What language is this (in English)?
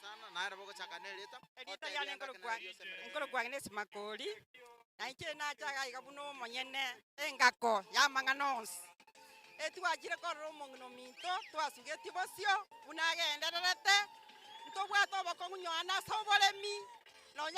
Gusii